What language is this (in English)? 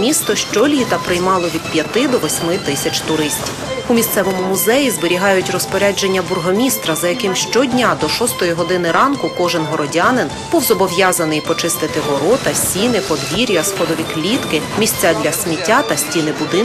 Ukrainian